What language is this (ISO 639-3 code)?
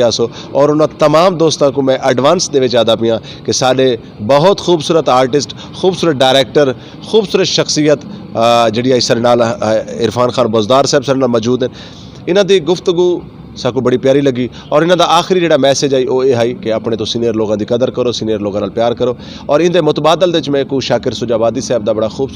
skr